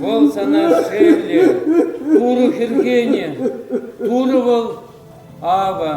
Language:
Chuvash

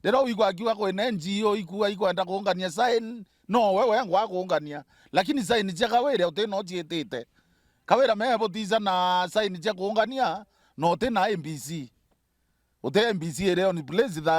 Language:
Meru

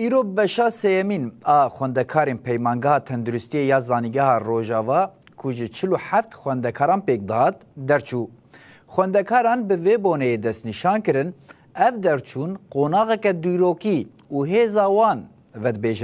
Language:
Kurdish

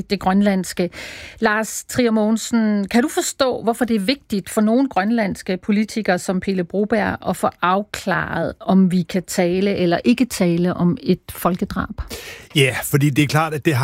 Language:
Danish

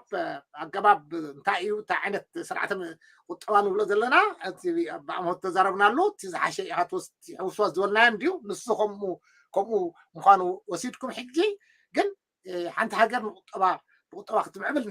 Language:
Tigrinya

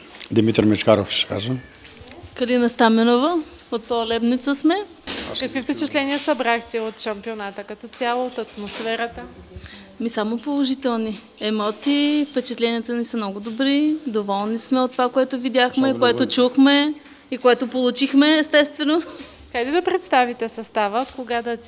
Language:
Bulgarian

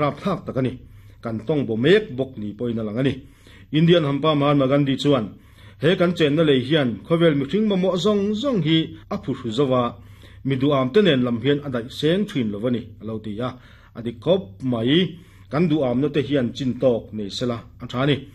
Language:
Mizo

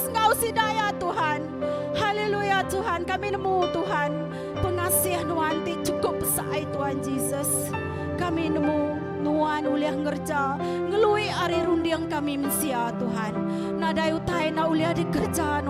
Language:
Iban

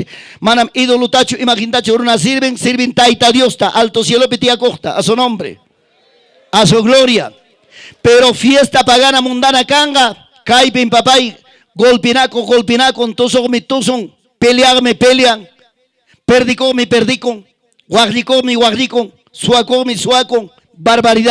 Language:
Ayacucho Quechua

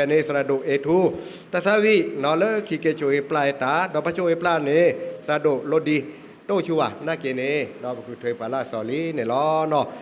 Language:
S'gaw Karen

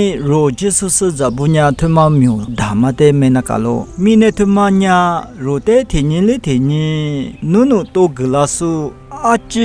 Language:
Lisu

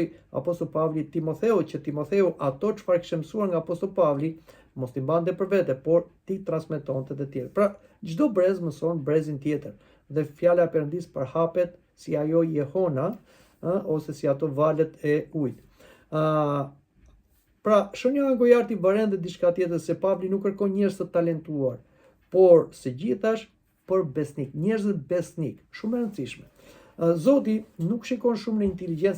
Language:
Albanian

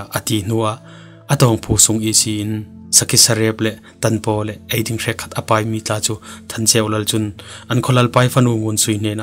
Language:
Falam Chin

